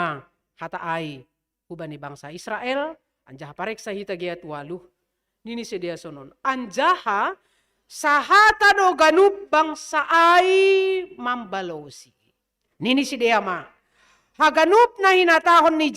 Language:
Batak Simalungun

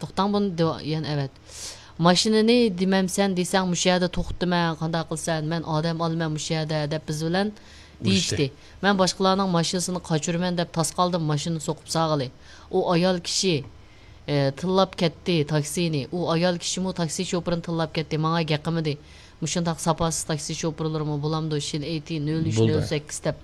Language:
Uyghur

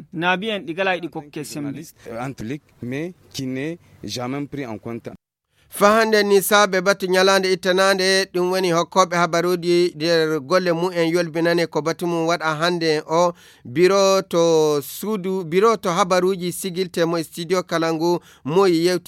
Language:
Fula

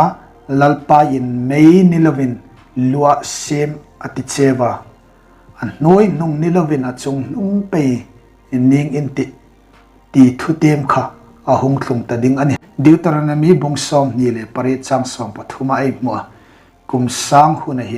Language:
Hmar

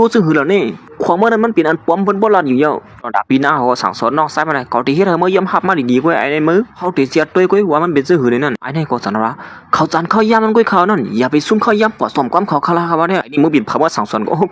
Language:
Shan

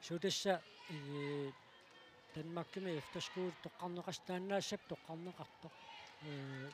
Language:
Kalaallisut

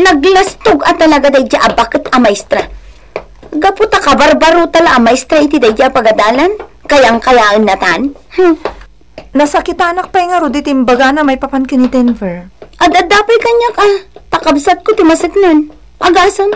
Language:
Iloko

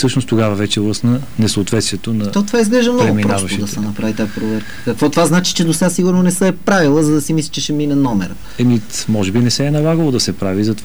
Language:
Bulgarian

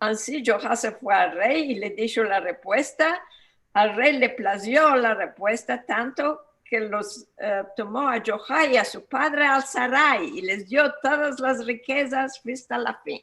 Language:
Ladino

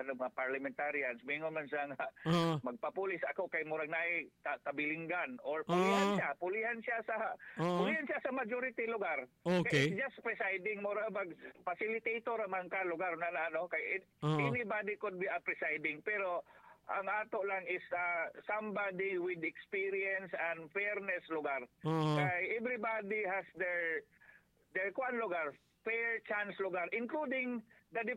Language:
Cebuano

